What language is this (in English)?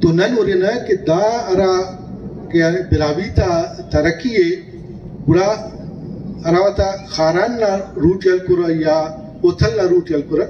Brahui